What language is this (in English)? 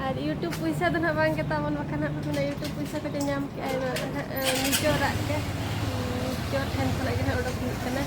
Santali